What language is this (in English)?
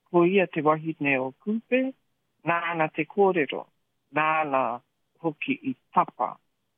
Māori